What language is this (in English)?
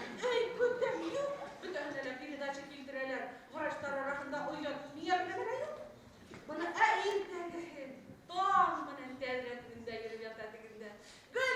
Bashkir